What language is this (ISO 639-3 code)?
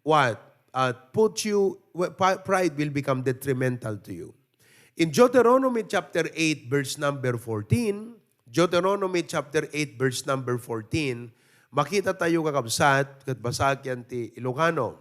ilo